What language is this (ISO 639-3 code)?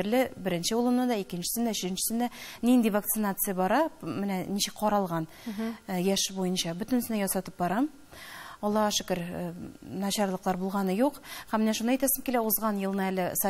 tat